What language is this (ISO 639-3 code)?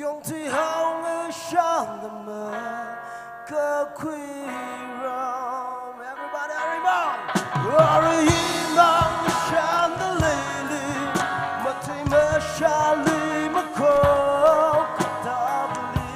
nmf